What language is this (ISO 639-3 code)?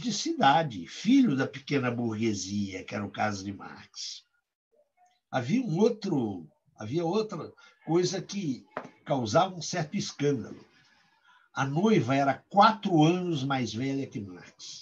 por